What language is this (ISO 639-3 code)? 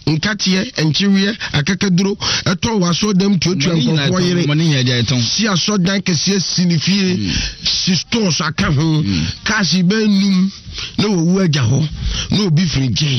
aka